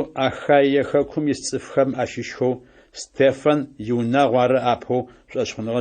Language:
Adyghe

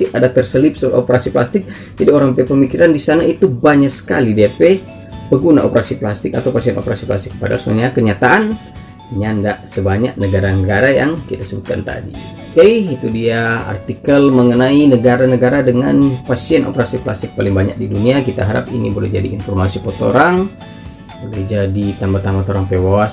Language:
Manado Malay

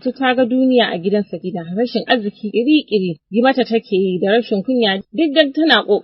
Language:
Hausa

